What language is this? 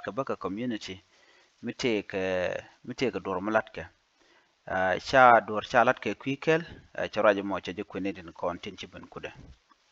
Nuer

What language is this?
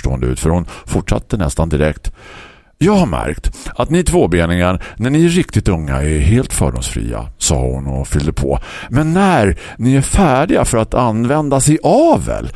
Swedish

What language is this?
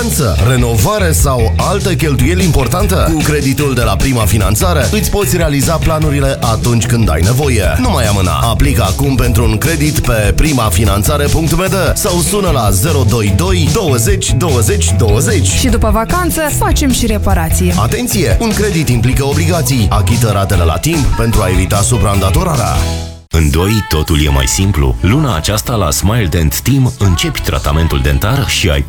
Romanian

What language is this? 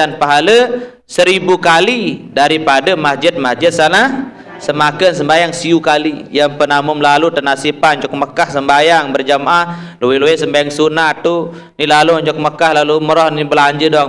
Sasak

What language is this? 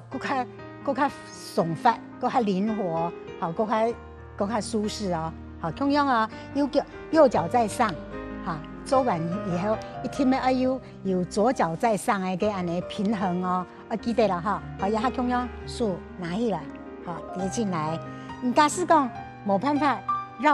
Hakka Chinese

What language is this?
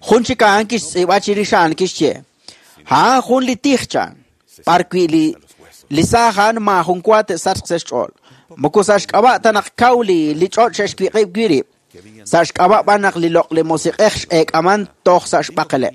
Kekchí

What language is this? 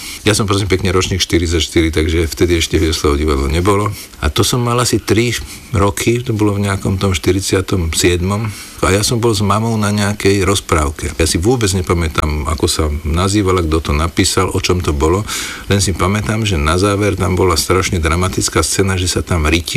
Slovak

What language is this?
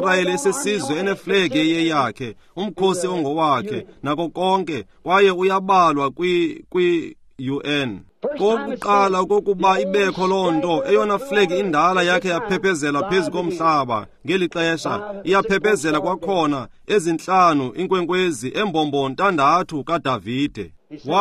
Xhosa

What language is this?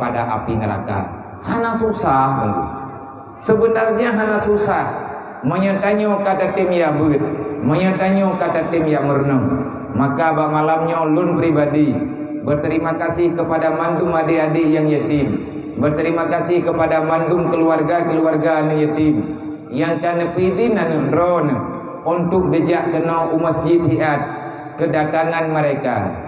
Achinese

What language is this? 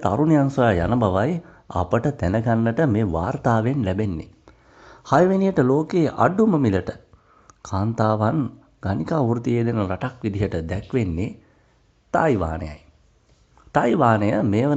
Sinhala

